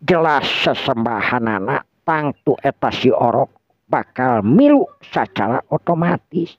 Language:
Sundanese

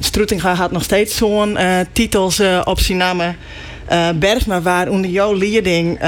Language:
Western Frisian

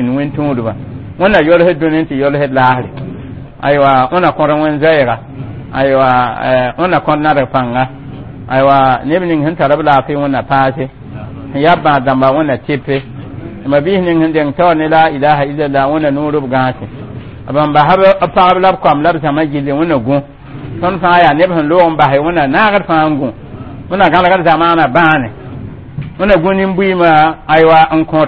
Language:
Mossi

